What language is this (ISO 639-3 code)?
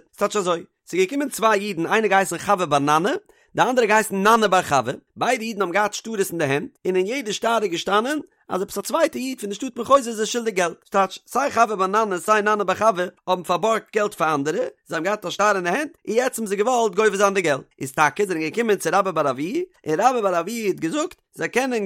yid